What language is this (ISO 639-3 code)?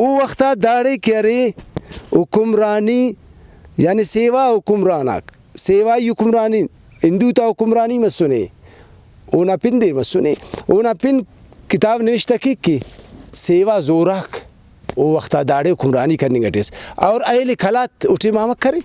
brh